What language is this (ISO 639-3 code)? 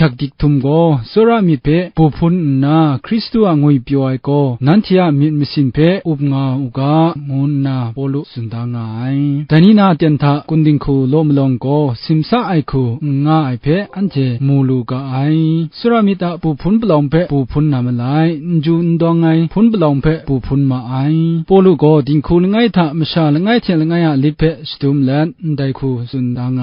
kac